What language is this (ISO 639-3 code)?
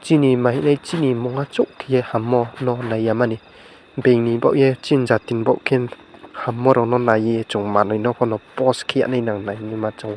ria